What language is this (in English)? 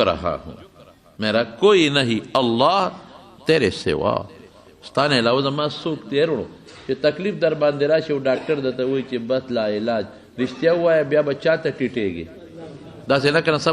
Pashto